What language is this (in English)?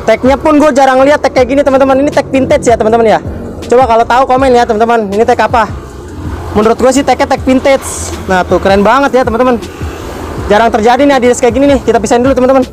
Indonesian